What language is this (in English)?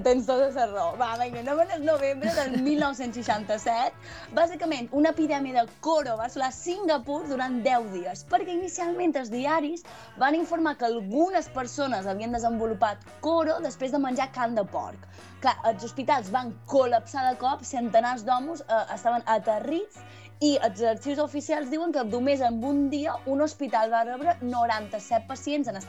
Catalan